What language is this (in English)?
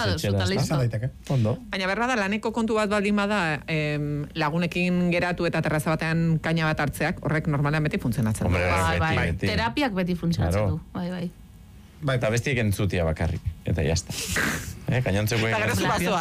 Basque